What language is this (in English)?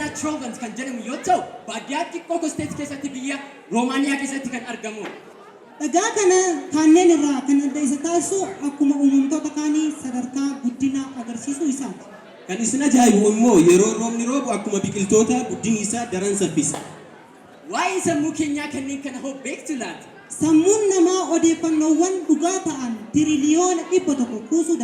Oromo